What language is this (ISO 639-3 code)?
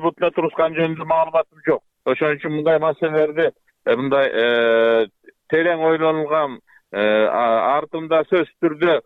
kir